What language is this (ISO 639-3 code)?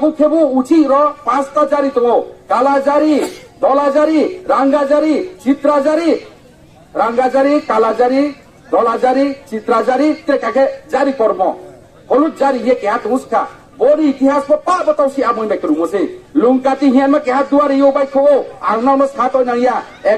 ria